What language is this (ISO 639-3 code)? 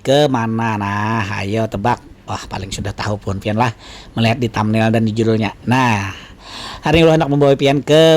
bjn